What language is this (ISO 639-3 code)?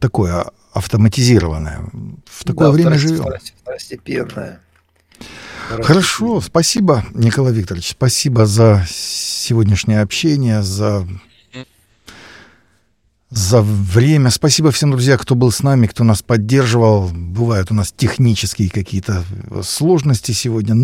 rus